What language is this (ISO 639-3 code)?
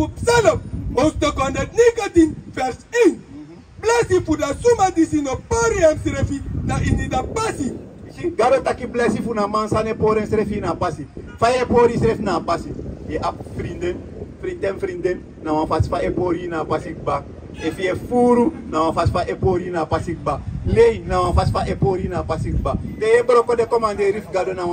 srn